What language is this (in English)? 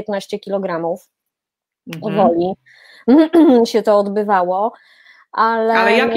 Polish